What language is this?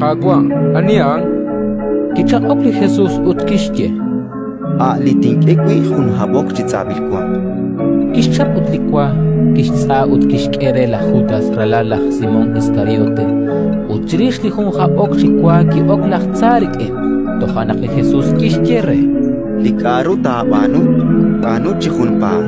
Kekchí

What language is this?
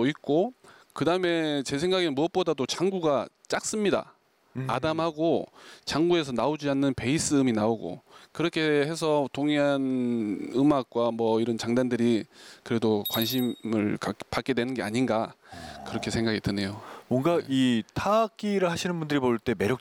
Korean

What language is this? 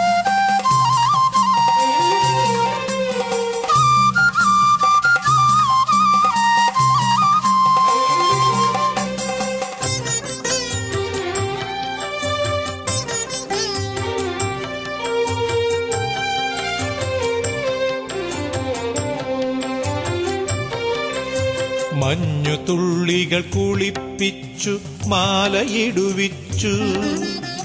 Malayalam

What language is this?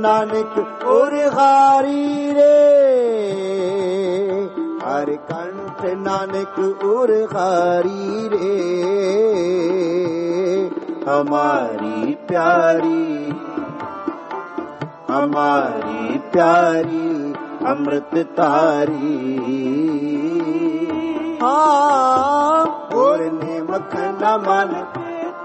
Punjabi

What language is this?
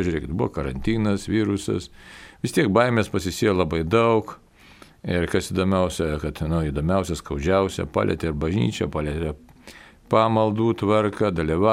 Lithuanian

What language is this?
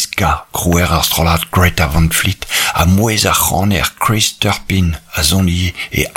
Breton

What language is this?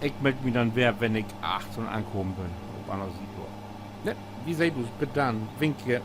Low German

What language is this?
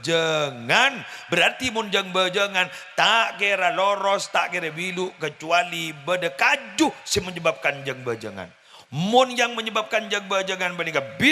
Madurese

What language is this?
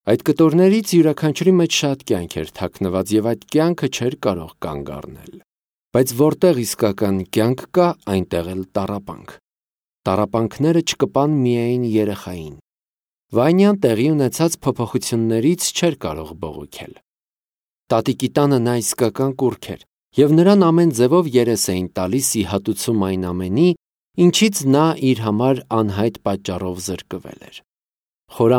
Armenian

